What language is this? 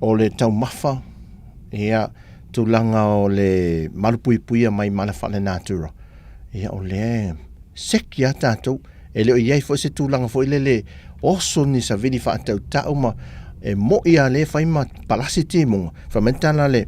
Samoan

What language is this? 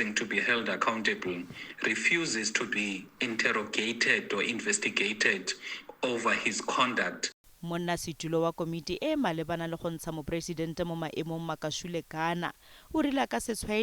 Tswana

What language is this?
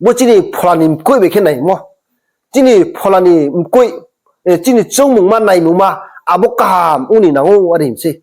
Riang (India)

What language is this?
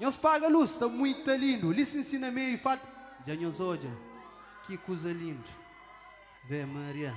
Kabuverdianu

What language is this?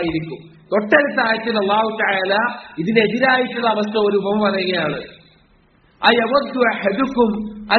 Malayalam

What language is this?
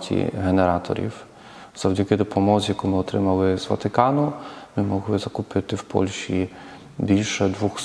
Ukrainian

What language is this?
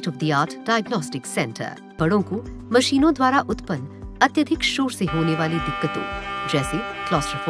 Hindi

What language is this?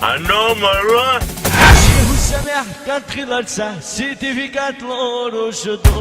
Chechen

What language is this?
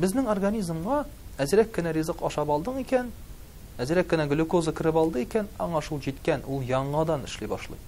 Tatar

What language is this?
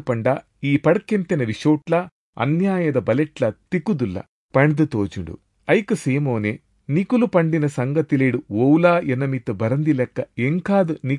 Tulu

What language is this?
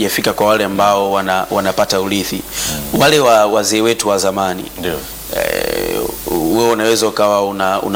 Swahili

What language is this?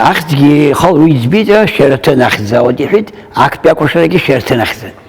Abkhazian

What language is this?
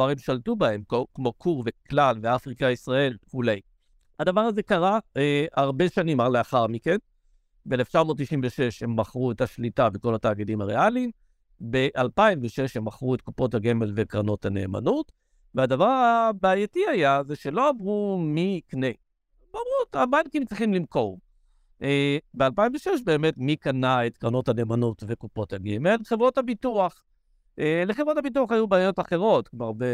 Hebrew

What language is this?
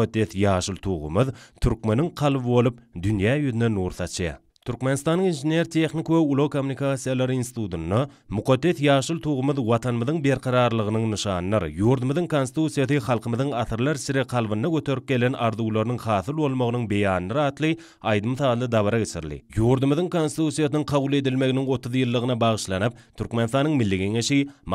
Turkmen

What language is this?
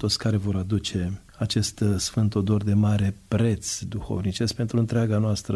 Romanian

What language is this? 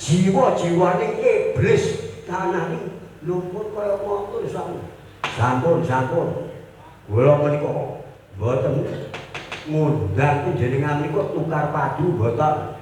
Javanese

